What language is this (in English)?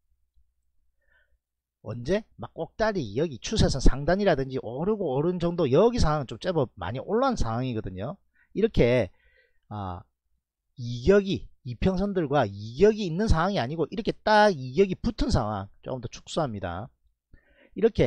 Korean